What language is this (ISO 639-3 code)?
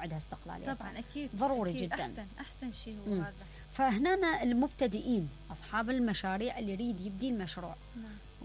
acm